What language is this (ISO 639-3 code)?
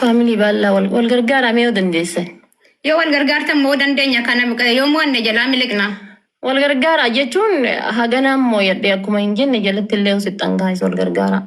orm